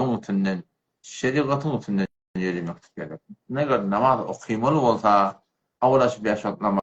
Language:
Turkmen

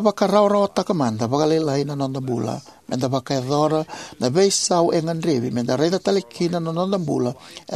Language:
Fijian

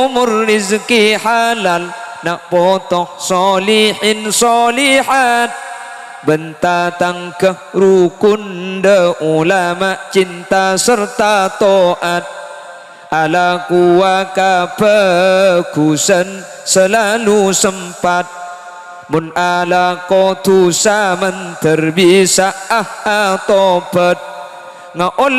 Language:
Madurese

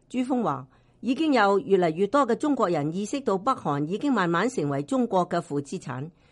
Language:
Cantonese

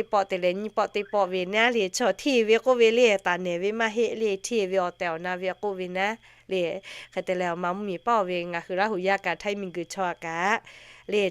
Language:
Lahu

